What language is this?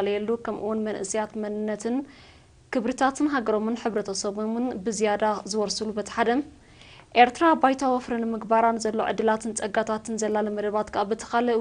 Tigrinya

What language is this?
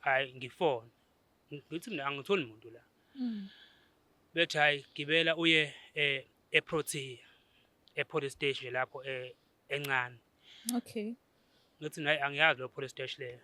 Zulu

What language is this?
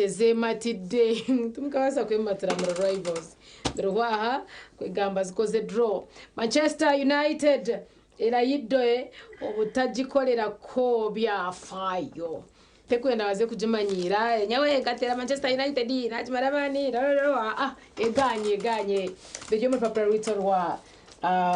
Nyankole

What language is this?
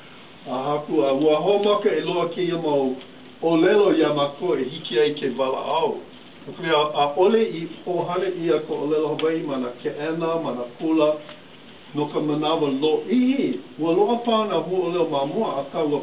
Hawaiian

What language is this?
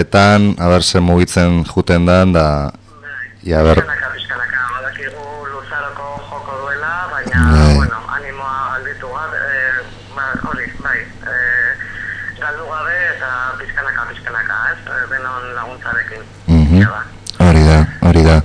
Basque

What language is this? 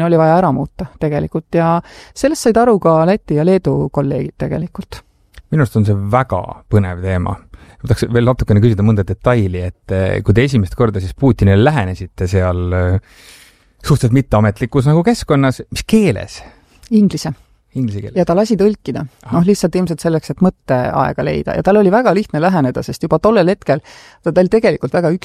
Estonian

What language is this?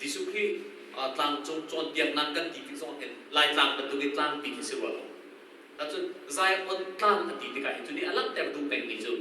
Hakha Chin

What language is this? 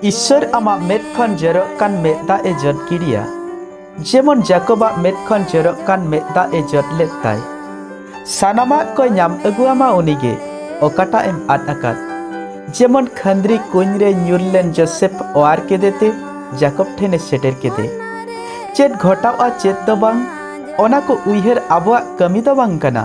Santali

